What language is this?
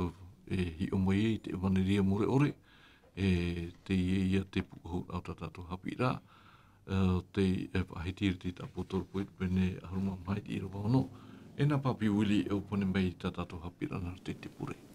Tahitian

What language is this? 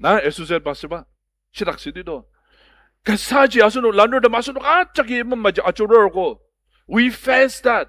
Ao Naga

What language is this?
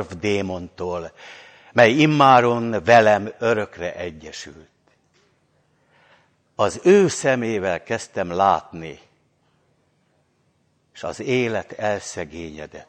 Hungarian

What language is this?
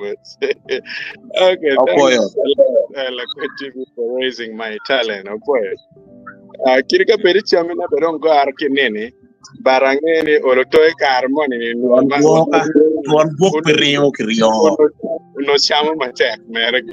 Acoli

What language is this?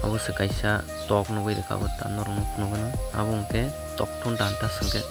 Kok Borok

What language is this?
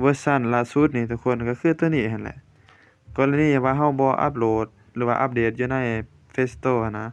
Lao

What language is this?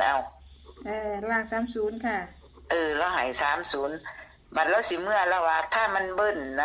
Northeastern Thai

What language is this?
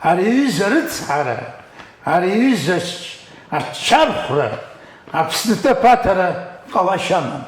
Abkhazian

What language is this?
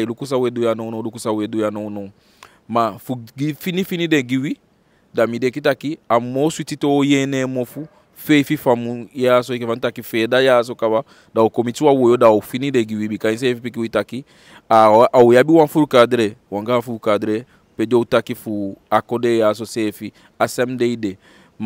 Eastern Maroon Creole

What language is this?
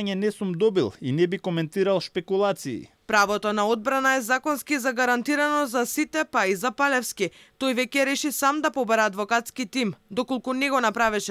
Macedonian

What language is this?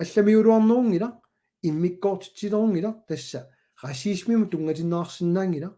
Kalaallisut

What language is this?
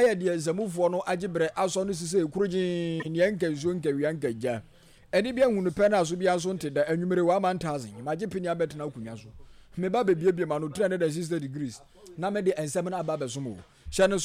Akan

